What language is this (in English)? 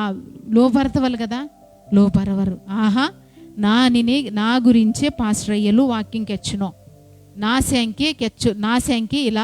Koya